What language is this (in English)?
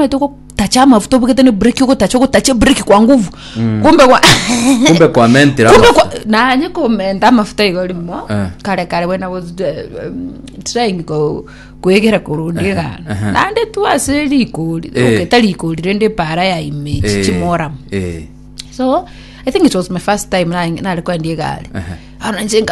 Gusii